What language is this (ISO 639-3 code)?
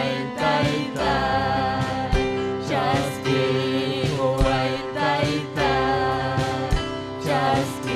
quy